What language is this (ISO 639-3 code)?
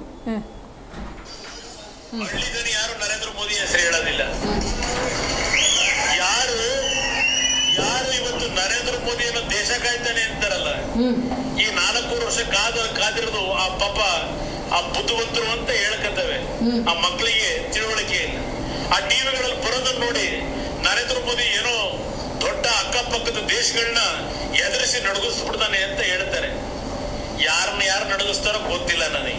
kan